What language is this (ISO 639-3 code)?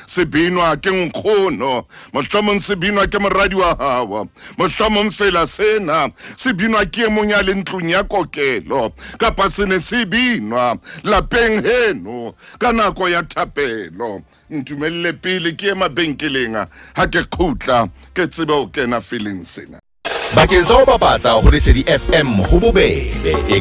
sot